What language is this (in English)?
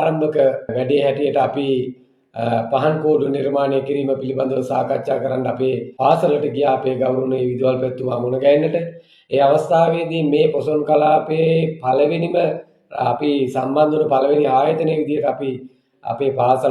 Sinhala